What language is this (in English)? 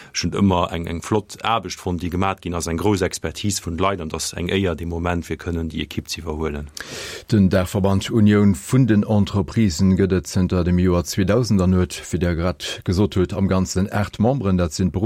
Luxembourgish